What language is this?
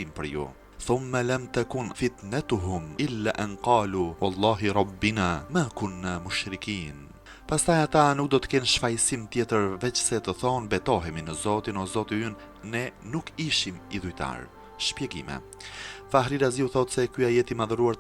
Albanian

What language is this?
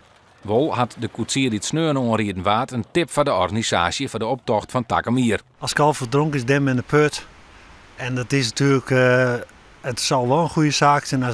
Western Frisian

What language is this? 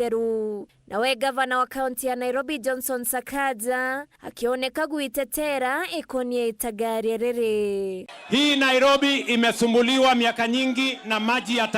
Meru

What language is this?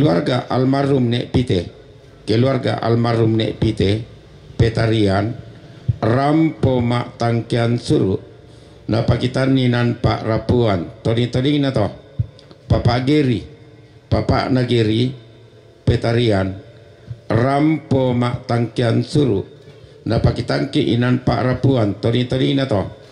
Toraja-Sa'dan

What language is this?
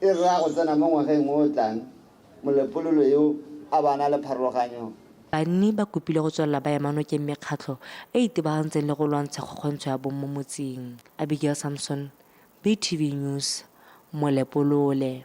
Tswana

